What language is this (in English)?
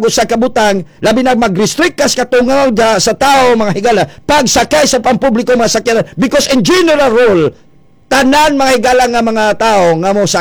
Cebuano